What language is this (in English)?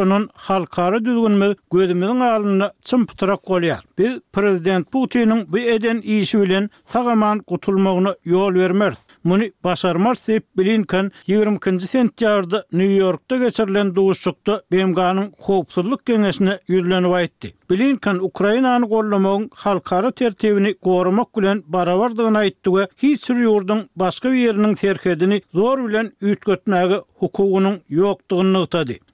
Turkmen